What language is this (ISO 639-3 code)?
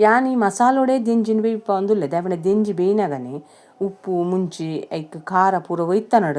tcy